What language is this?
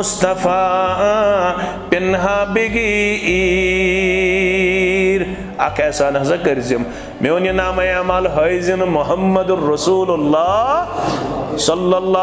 Kashmiri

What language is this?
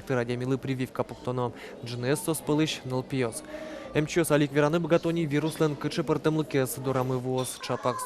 Udmurt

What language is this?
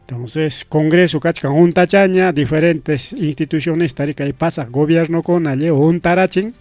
Ayacucho Quechua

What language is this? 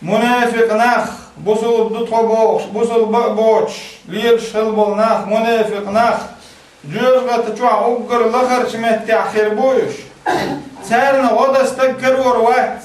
Chechen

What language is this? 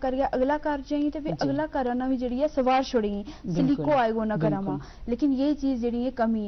Gujari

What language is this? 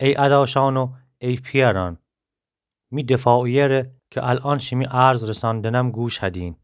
Gilaki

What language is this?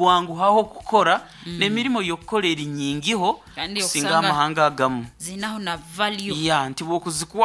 Nyoro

